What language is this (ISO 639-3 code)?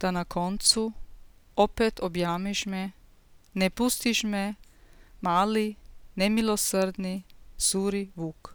srp